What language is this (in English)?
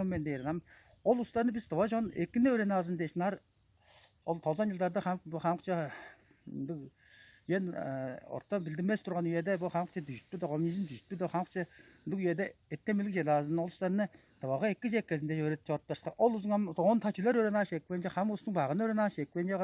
Tuvinian